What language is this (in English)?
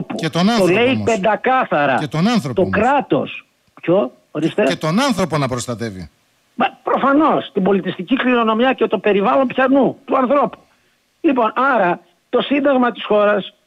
Greek